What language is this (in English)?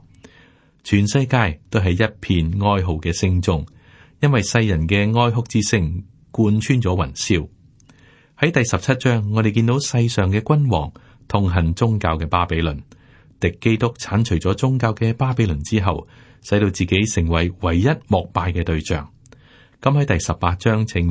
Cantonese